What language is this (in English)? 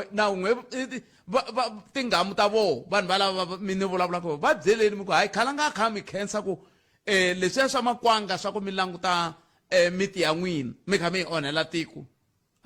Tsonga